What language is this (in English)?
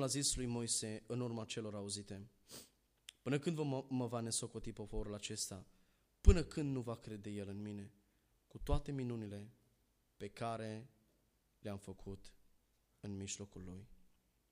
Romanian